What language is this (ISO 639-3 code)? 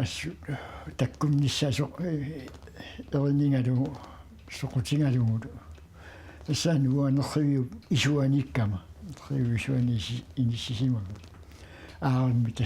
kal